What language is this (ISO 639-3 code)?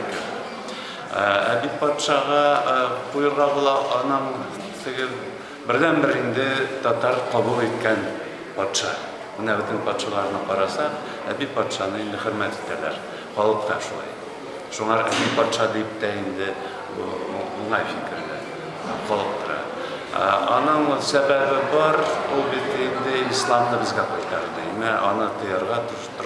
tat